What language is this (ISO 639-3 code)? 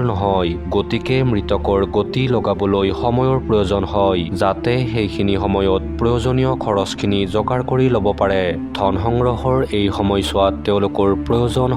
asm